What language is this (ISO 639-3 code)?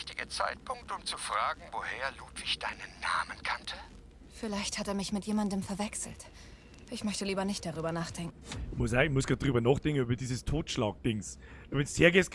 bar